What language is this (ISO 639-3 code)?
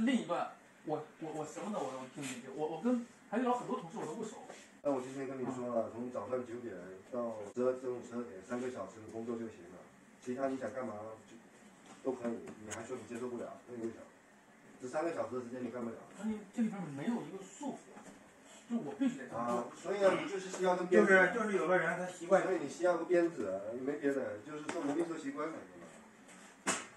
zho